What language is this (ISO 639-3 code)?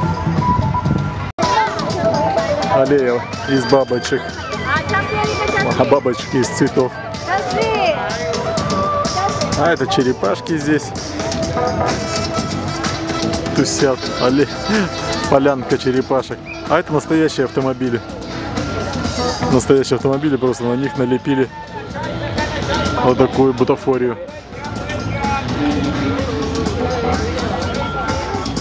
rus